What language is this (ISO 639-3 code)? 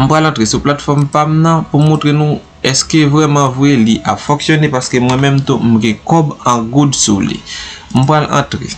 hat